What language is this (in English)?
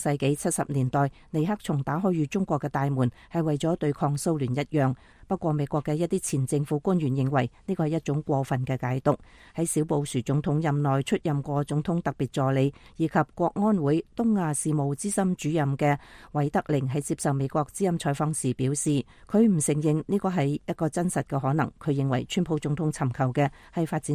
Cantonese